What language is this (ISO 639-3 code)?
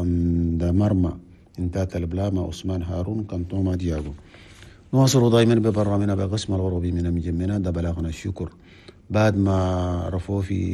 shu